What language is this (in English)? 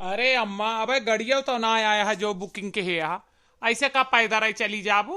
Awadhi